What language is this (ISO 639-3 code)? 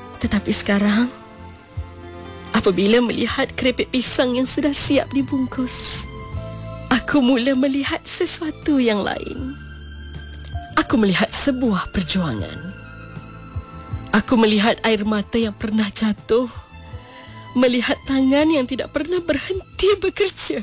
msa